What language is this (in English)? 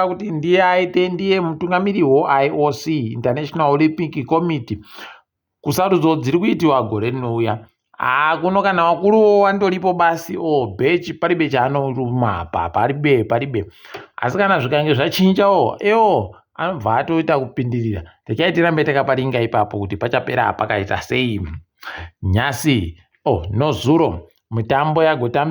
Ndau